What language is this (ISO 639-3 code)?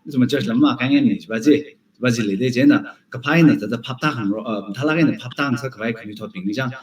nmf